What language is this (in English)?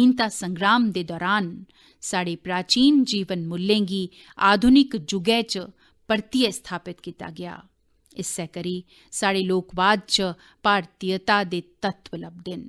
Dogri